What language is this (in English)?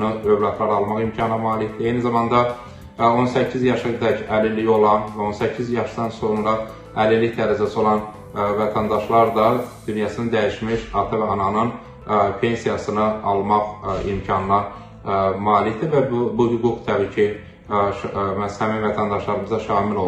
Azerbaijani